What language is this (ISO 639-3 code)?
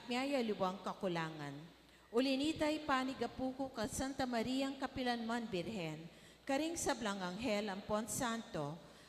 pam